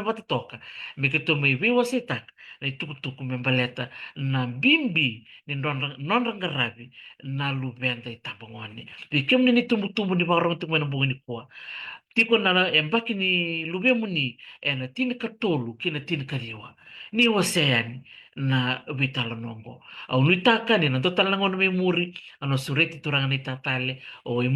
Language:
Fijian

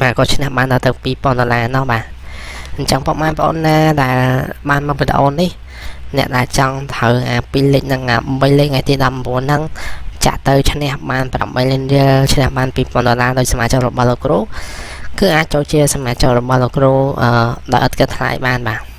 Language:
Khmer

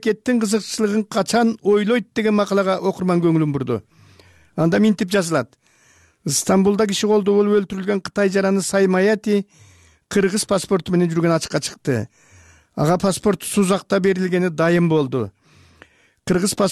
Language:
Kyrgyz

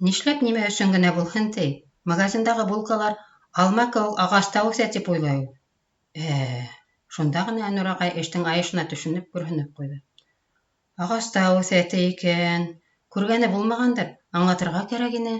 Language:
Bashkir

